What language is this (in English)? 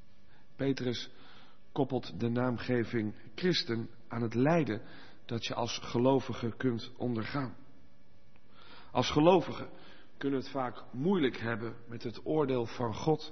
Dutch